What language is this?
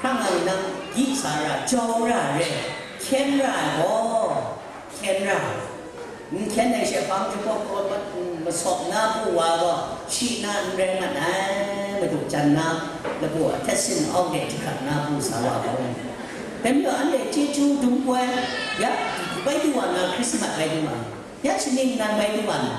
Kachin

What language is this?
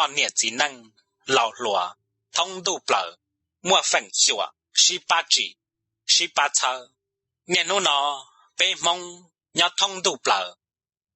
Hmong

